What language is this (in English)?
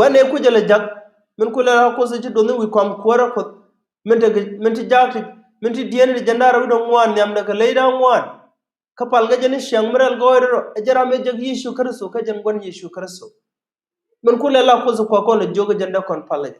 Nuer